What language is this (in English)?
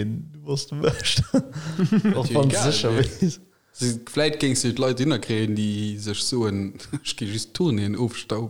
Luxembourgish